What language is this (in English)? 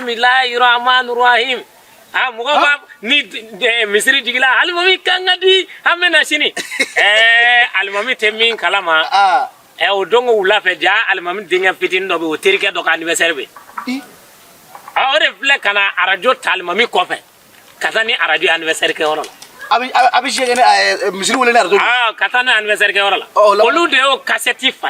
Bambara